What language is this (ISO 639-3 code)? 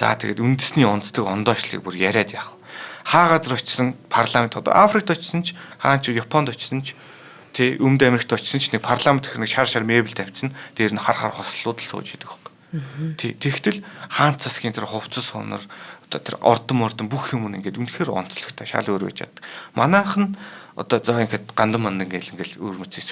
mon